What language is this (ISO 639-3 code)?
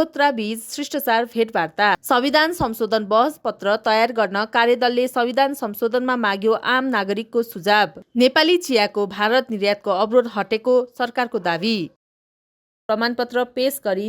nep